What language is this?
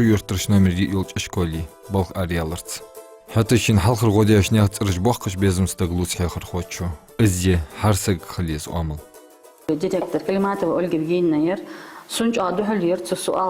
Ingush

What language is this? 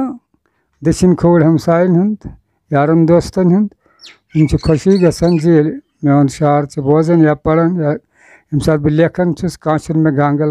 Kashmiri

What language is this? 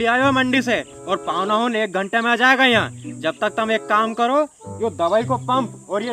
Rajasthani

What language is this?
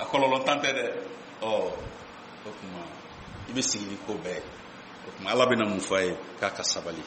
Bambara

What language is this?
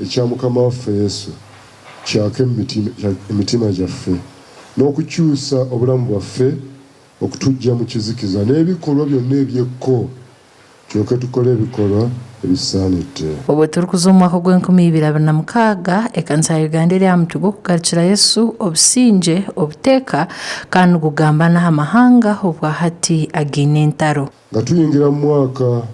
Nyankole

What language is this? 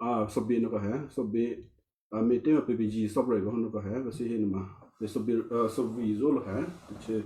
Western Kayah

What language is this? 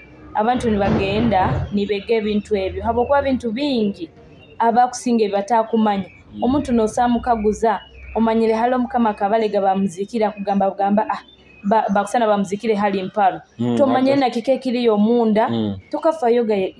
Nyoro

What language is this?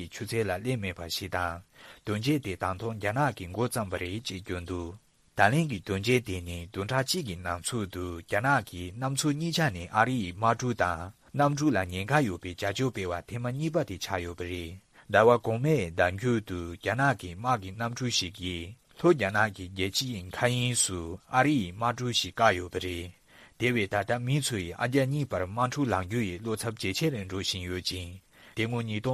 Tibetan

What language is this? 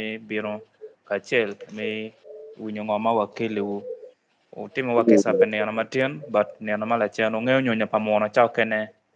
Acoli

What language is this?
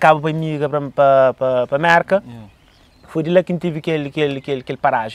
Kabuverdianu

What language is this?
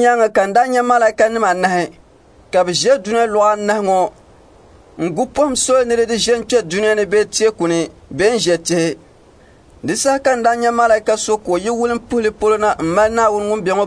Dagbani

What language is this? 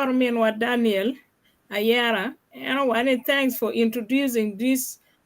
Acoli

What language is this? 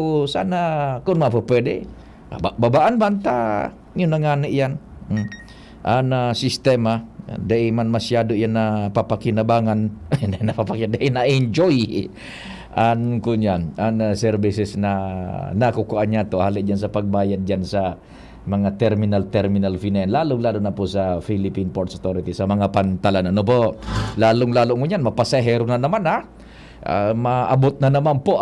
Bikol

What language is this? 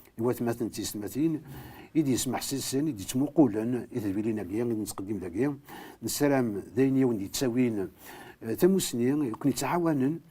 Kabyle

